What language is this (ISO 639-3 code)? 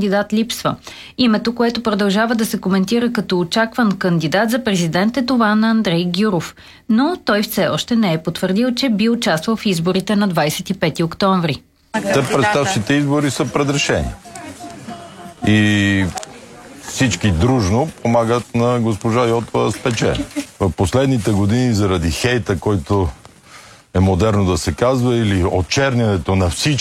bul